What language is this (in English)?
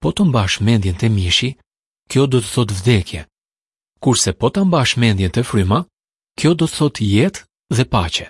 Albanian